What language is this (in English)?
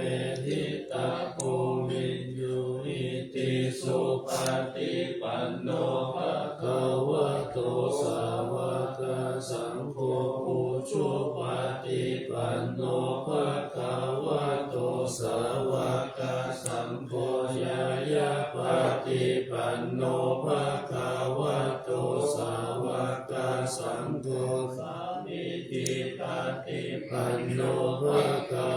Pali